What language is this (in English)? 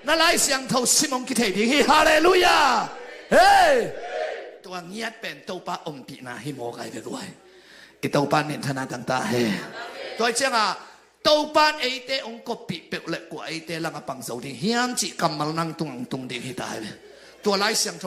Tedim Chin